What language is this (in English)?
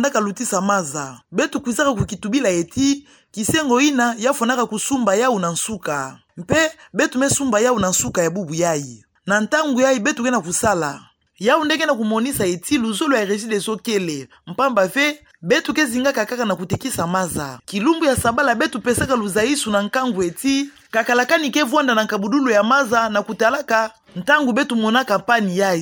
Kituba (Democratic Republic of Congo)